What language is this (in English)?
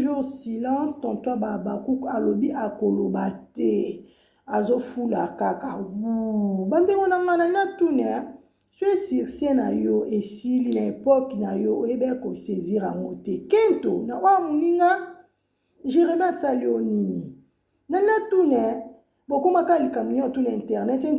Lingala